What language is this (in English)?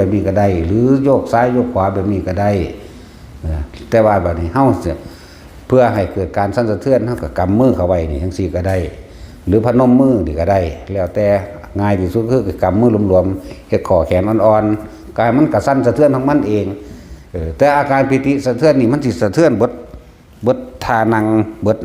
Northeastern Thai